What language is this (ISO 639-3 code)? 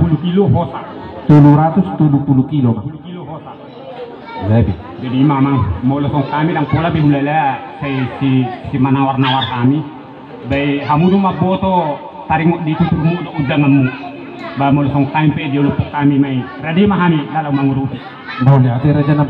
bbc